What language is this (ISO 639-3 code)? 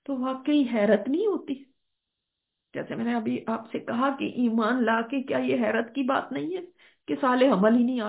urd